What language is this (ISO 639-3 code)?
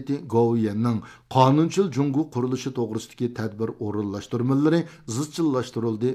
uig